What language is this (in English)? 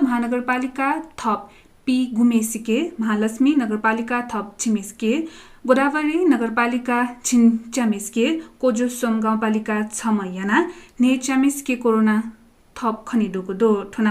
Newari